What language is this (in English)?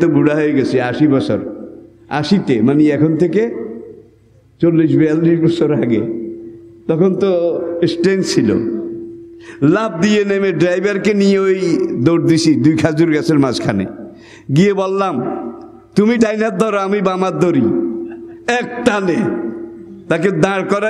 Bangla